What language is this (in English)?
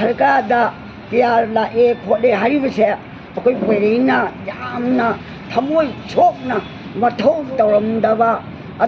Manipuri